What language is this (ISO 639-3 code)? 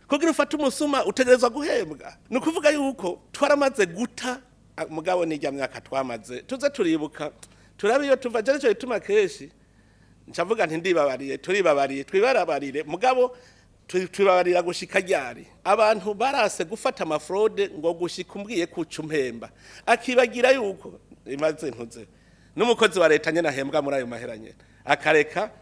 run